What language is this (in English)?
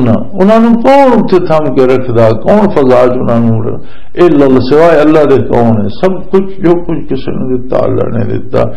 Western Panjabi